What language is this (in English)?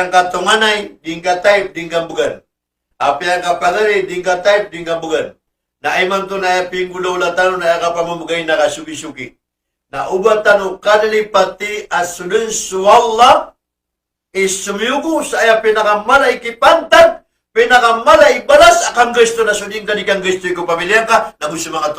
Maranao